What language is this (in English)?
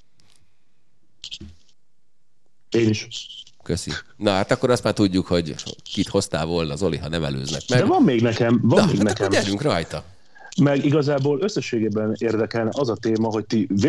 Hungarian